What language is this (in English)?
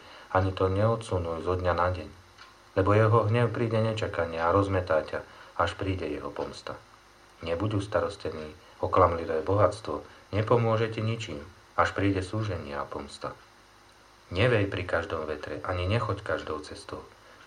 Slovak